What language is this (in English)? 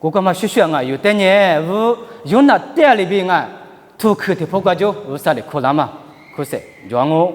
Lisu